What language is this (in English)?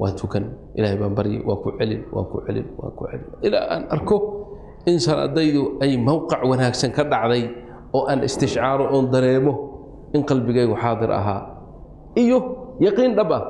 Somali